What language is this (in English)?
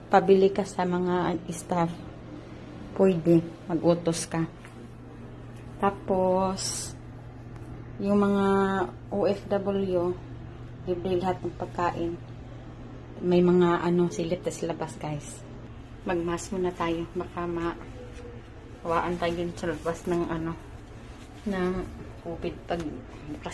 Filipino